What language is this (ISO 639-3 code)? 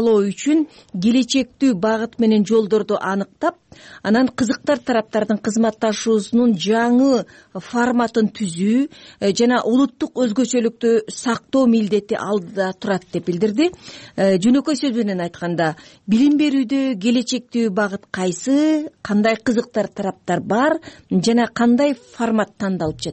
kir